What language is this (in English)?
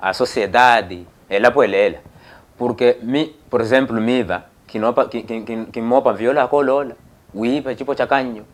Makhuwa